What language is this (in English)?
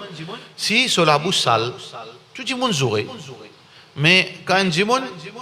Morisyen